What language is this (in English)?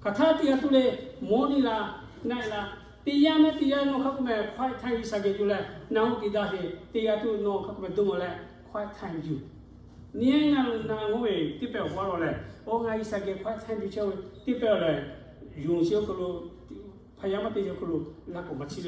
Lahu